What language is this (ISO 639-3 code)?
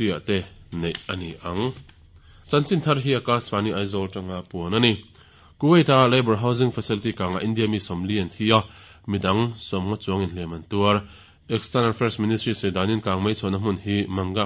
lus